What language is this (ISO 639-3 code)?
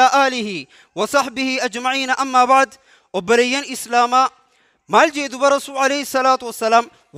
orm